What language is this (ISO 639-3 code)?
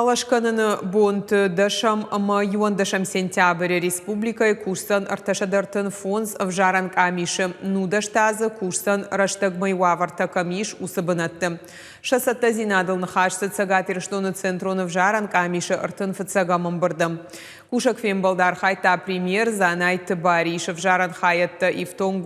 oss